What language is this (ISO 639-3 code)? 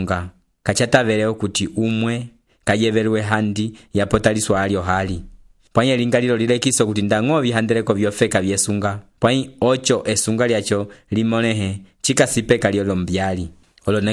umb